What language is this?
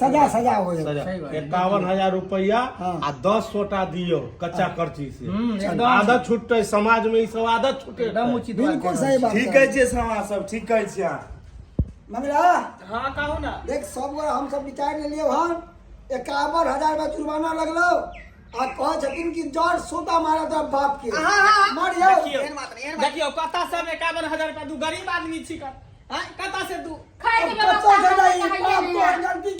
Maithili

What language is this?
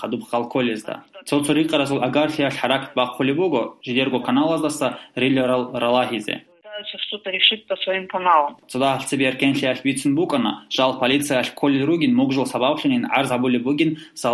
Avaric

